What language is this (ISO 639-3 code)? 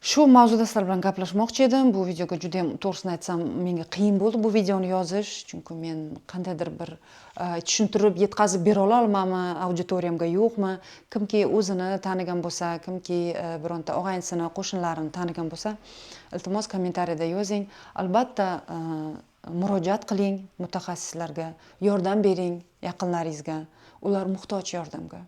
uzb